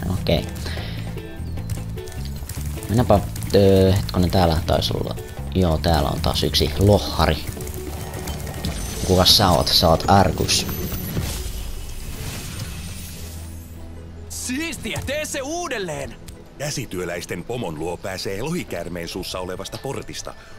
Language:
Finnish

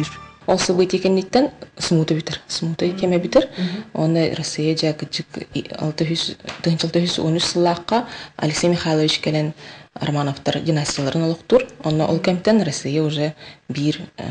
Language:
Yakut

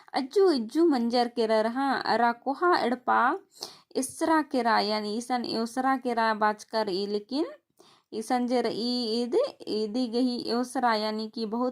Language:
Kurukh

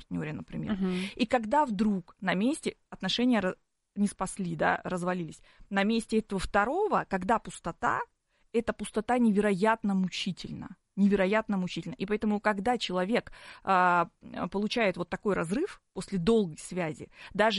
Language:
Russian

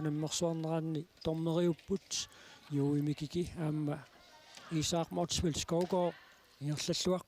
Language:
Kalaallisut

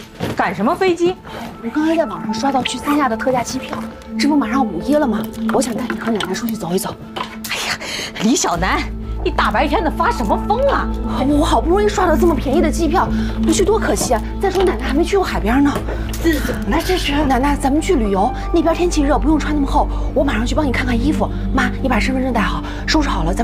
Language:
Chinese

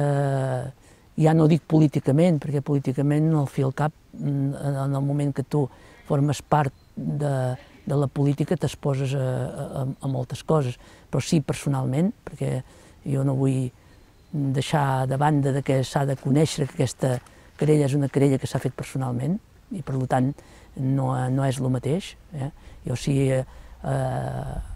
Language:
Catalan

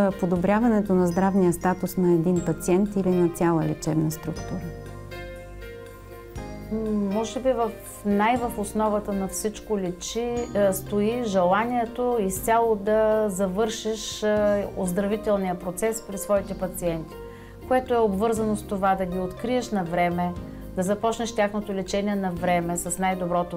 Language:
Bulgarian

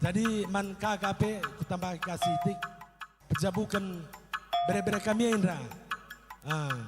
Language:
Batak Karo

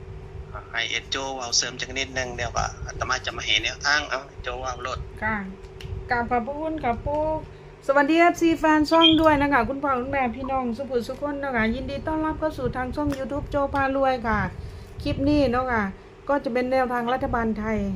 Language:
Northeastern Thai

